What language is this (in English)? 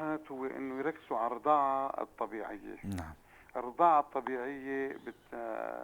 North Levantine Arabic